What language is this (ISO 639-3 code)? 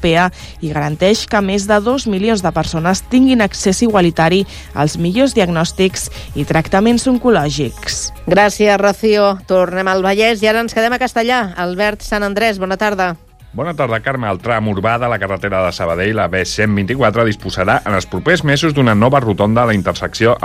cat